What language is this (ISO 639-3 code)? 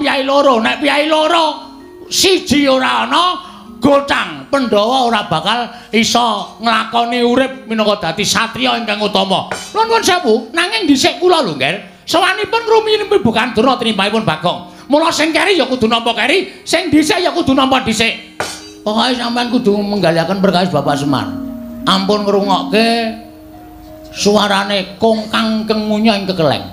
jav